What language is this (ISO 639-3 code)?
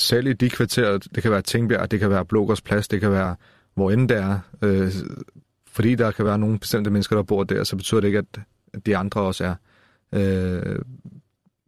dan